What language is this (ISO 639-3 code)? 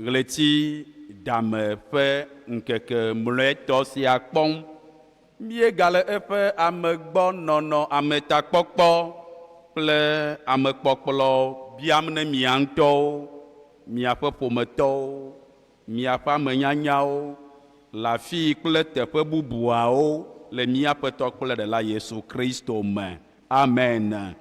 ewe